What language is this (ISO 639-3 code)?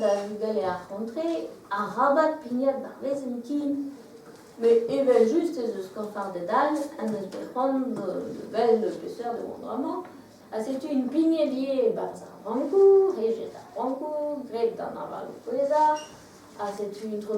bre